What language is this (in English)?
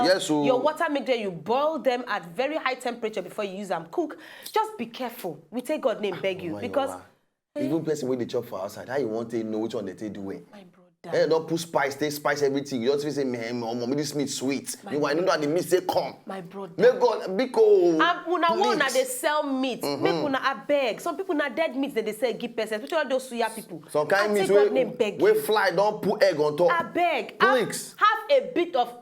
Nigerian Pidgin